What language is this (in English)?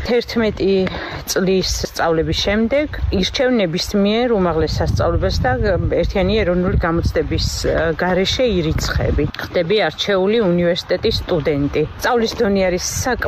Georgian